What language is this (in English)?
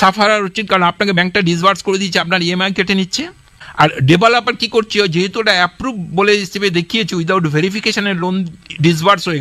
Bangla